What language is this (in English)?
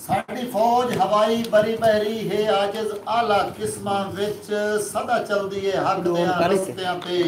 Saraiki